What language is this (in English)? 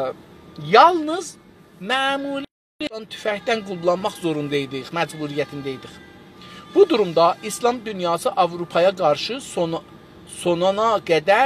South Azerbaijani